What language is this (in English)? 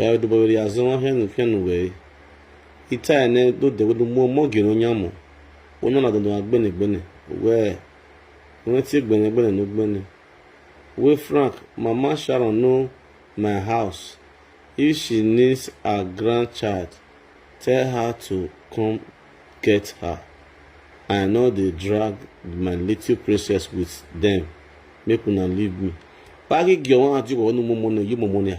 Nigerian Pidgin